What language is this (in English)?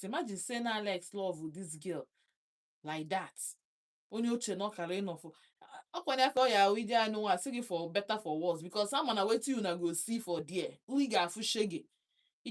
Igbo